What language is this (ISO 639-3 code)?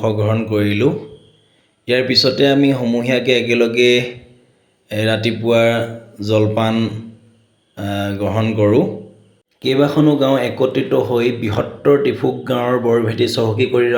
asm